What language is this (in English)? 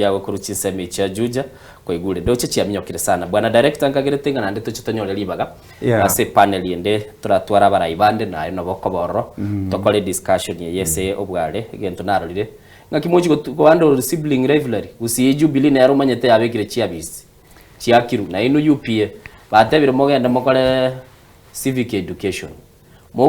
Gusii